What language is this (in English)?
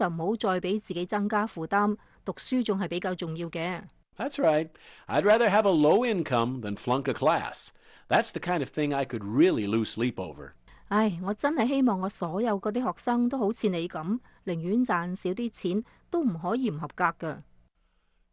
Cantonese